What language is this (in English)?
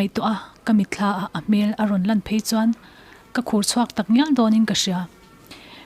Mizo